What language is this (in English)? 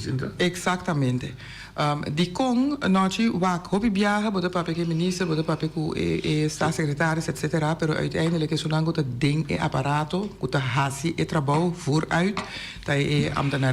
Papiamento